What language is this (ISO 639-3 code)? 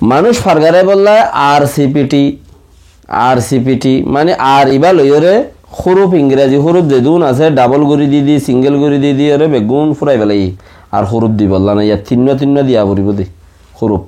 rhg